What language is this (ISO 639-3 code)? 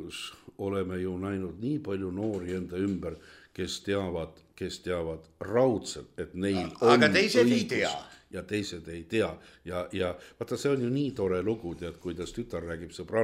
est